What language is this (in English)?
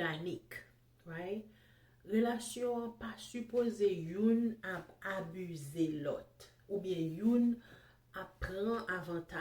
Haitian Creole